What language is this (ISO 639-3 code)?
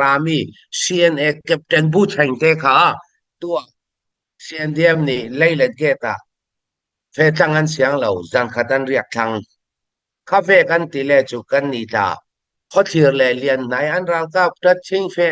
cfm